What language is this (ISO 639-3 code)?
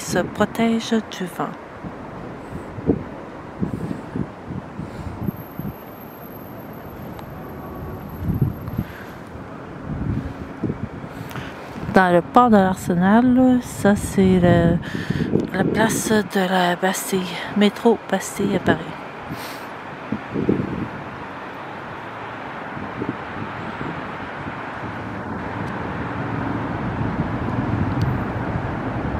fra